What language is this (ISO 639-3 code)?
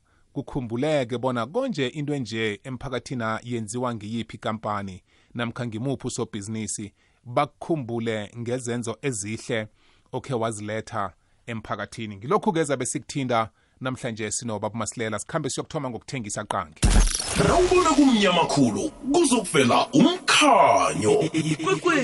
nbl